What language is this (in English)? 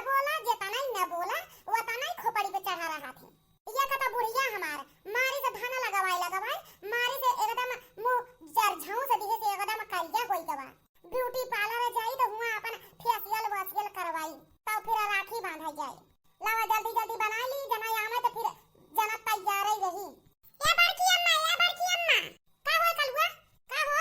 Awadhi